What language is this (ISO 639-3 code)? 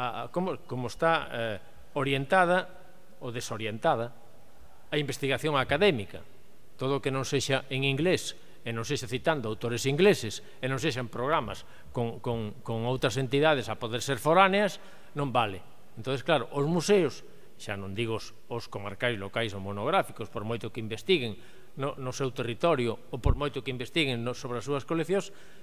glg